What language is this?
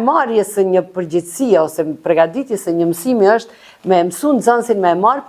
Albanian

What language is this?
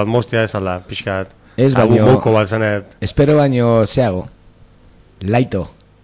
Basque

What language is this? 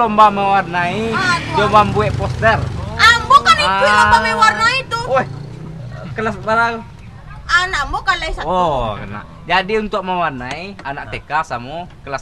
Minangkabau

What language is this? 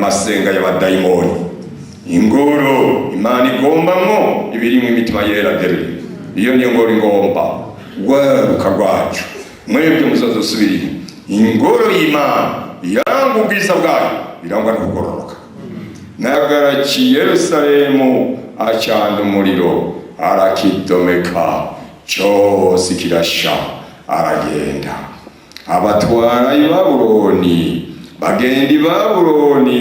Rundi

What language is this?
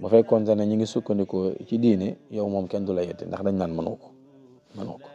Wolof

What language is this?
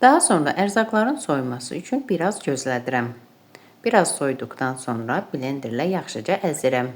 Azerbaijani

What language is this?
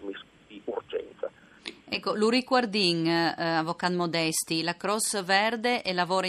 Friulian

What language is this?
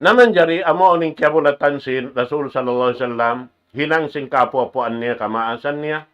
Tausug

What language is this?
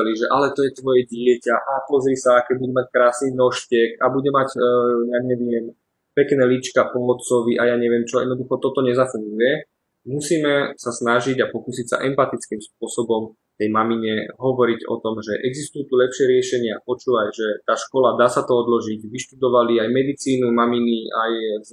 Slovak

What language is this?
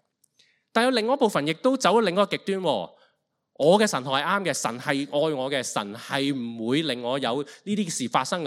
Cantonese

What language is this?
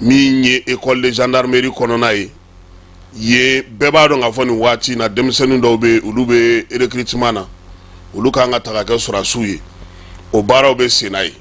Bambara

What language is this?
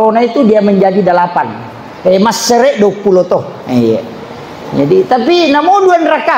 Buginese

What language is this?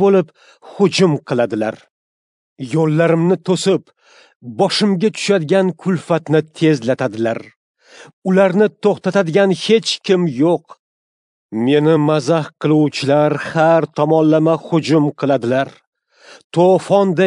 Uzbek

